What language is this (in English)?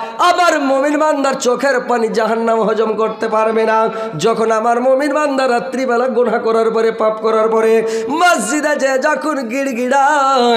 Bangla